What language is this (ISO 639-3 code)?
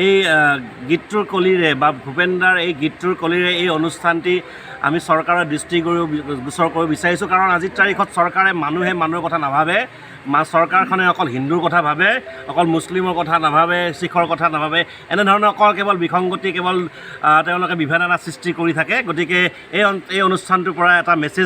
asm